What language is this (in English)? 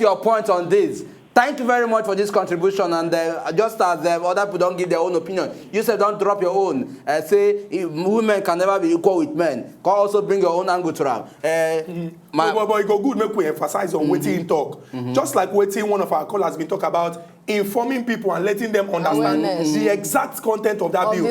Nigerian Pidgin